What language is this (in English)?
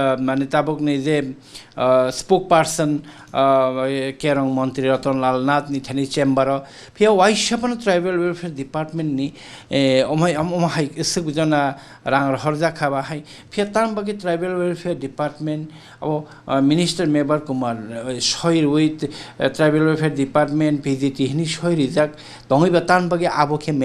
Kok Borok